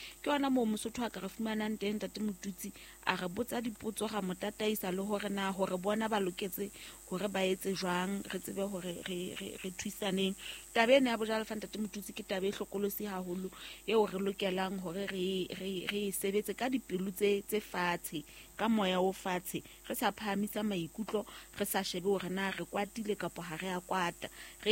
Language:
Southern Sotho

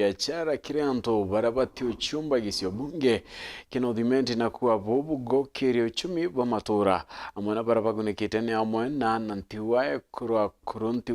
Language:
Meru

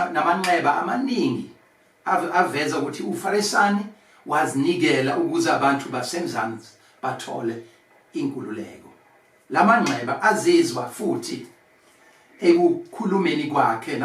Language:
Zulu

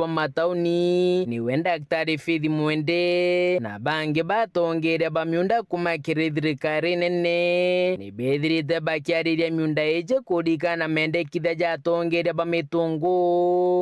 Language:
Meru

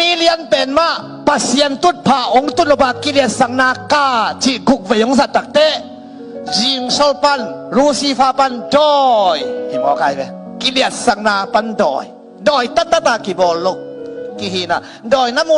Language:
Tedim Chin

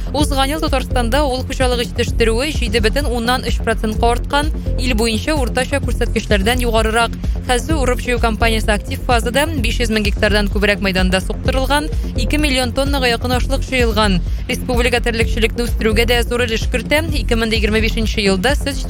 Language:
Tatar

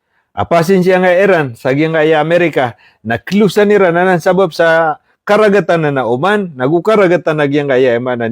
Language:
Maranao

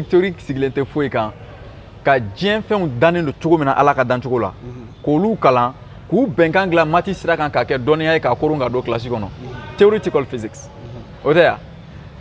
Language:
Bambara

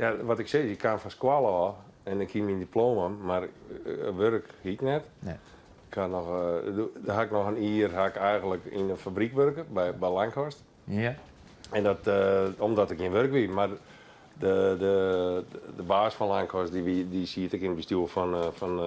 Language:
Western Frisian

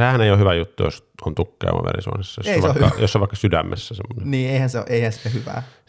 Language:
Finnish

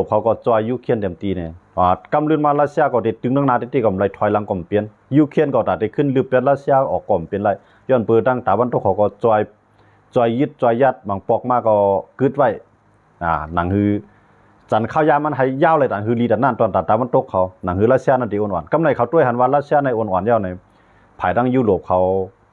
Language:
Shan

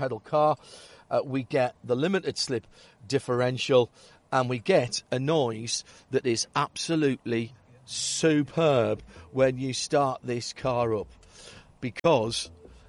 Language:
English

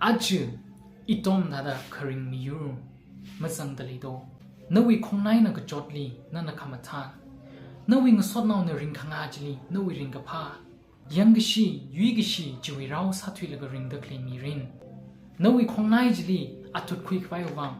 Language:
Tangkhul Naga (India)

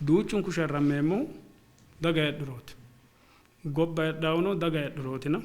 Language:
Sidamo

